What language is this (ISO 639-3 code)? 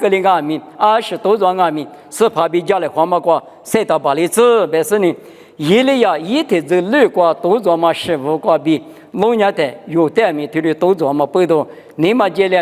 lis